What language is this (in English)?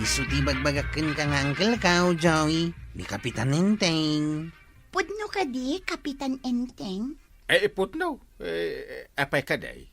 Iloko